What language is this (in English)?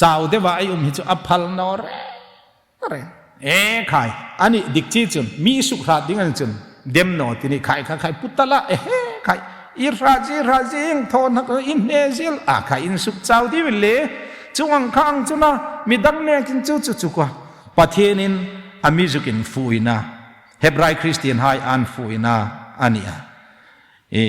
Hmar